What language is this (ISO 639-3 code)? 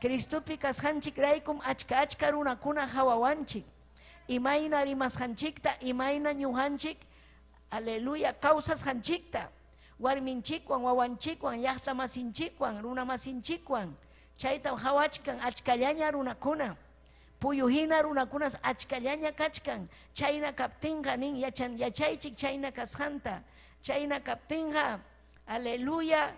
quy